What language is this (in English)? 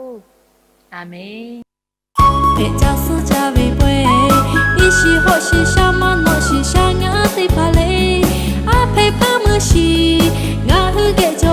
Lahu